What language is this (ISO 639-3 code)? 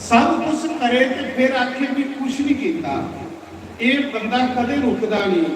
doi